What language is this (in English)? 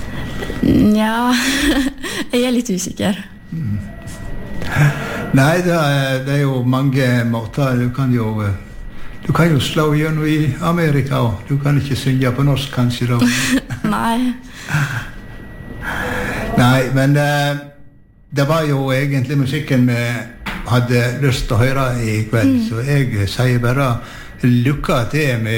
Norwegian